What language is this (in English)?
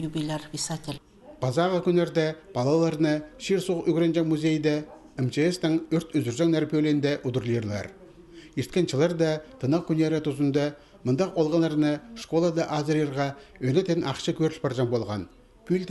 Khakas